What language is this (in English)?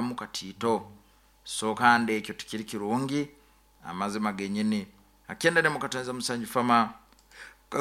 Nyoro